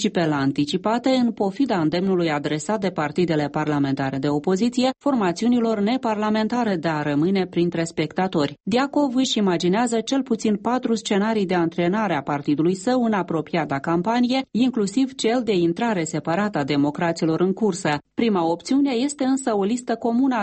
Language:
Romanian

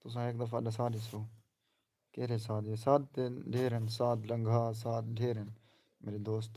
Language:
Saraiki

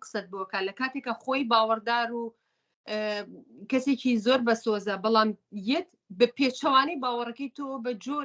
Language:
Central Kurdish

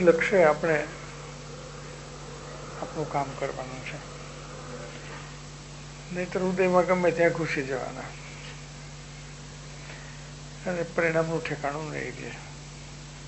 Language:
Gujarati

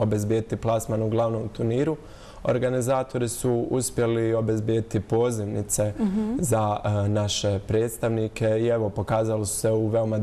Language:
Bosnian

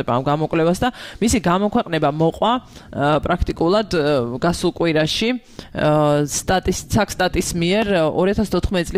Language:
Georgian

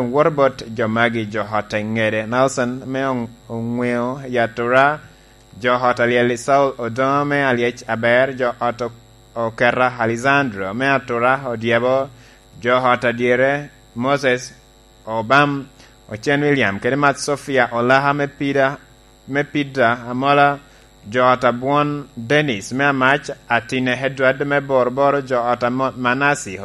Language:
Lango (Uganda)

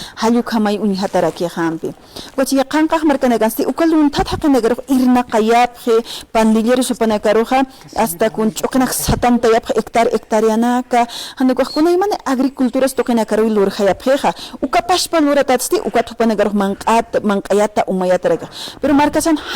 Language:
Aymara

